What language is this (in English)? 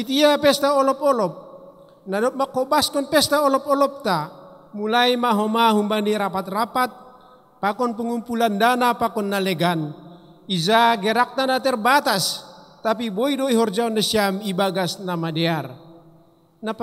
Batak Simalungun